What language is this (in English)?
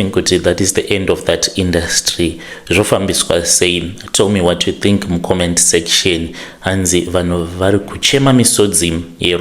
Shona